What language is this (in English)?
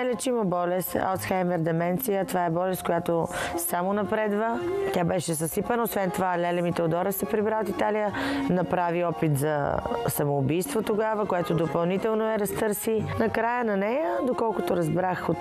Bulgarian